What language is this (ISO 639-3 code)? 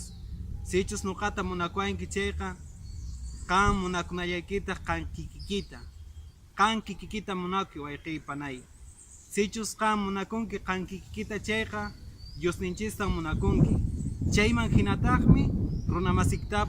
que